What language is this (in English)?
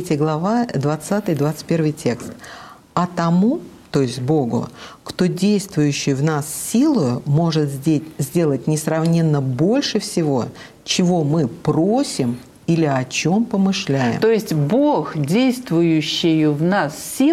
Russian